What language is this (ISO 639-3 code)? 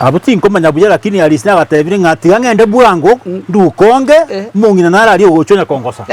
guz